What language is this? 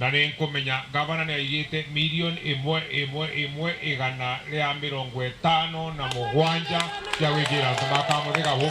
Meru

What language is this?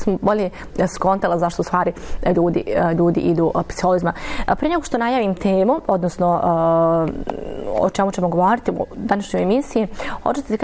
Bosnian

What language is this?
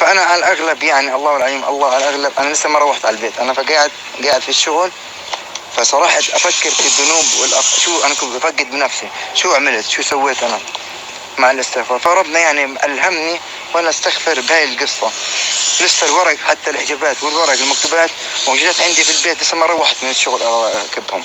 North Levantine Arabic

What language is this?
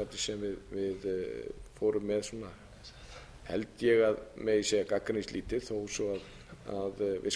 Icelandic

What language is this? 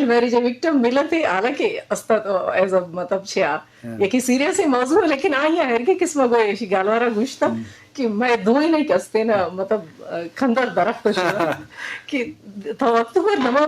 Eastern Balochi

